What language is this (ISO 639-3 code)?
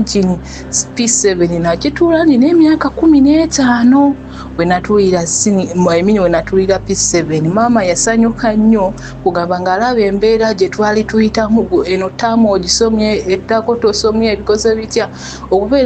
lug